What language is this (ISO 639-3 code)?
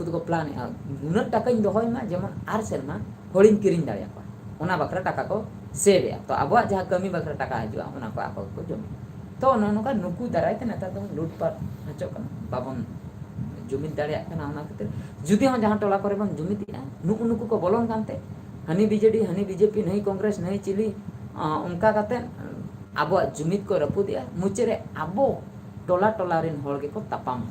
sat